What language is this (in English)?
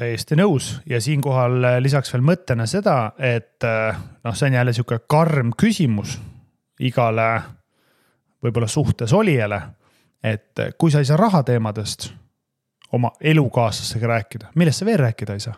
Estonian